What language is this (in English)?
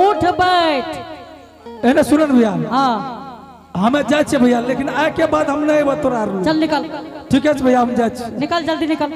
Angika